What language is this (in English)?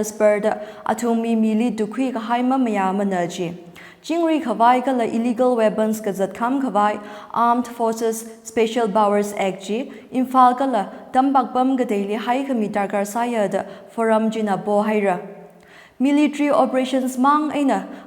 Tangkhul Naga (India)